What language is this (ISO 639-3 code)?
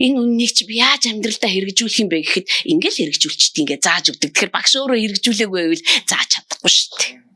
mon